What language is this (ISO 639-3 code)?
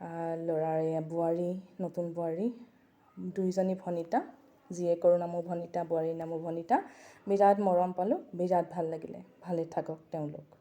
asm